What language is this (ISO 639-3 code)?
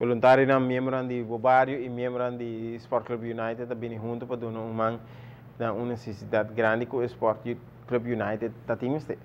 pap